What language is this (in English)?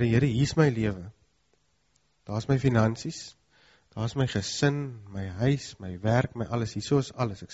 Afrikaans